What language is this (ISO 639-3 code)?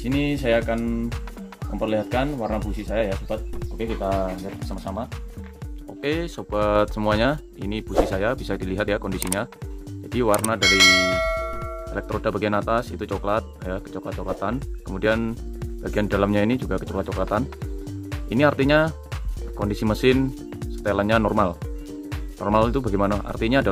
ind